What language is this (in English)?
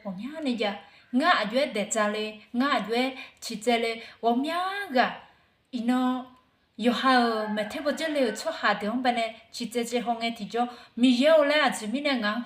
Akha